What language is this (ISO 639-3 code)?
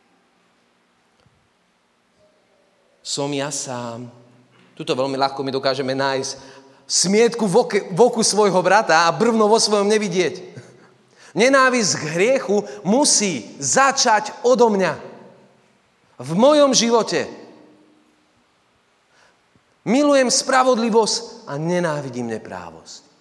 slk